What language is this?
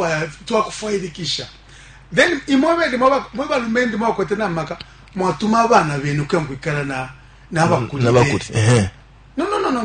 Bemba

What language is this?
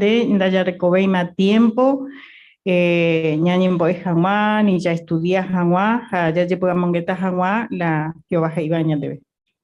Guarani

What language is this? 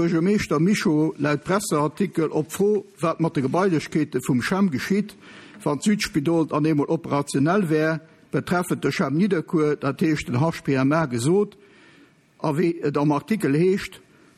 Luxembourgish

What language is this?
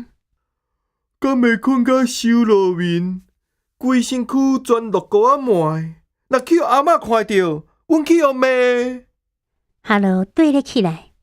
Min Nan Chinese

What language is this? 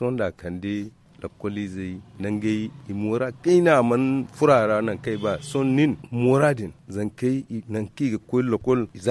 Zarma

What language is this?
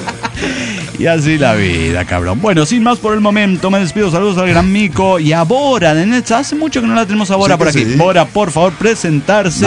Spanish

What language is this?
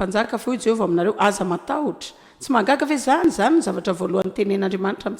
Malagasy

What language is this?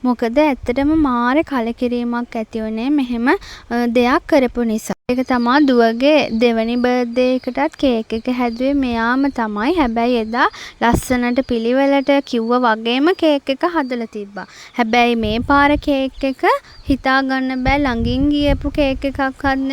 Sinhala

